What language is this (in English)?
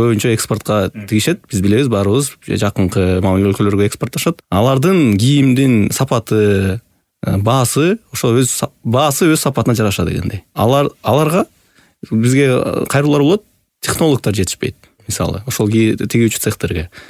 Kyrgyz